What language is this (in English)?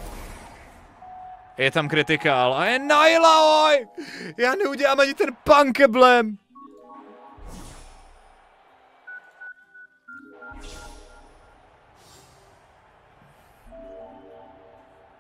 Czech